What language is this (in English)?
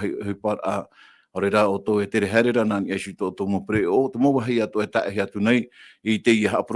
Tahitian